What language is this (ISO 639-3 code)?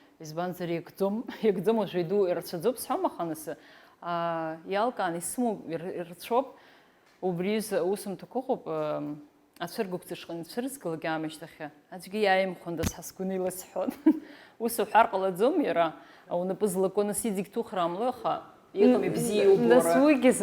abk